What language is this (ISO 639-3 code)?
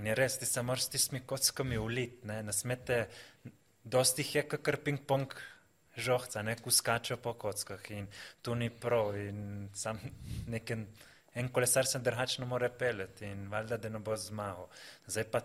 slv